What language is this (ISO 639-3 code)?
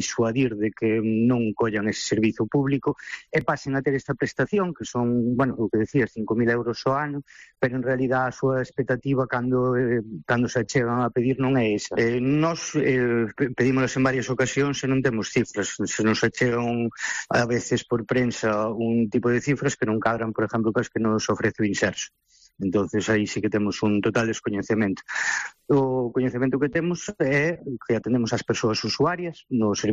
glg